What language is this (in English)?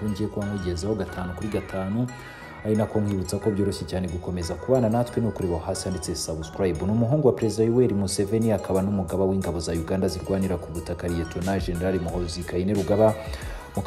Kinyarwanda